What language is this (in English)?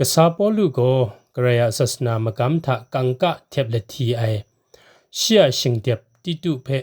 Kachin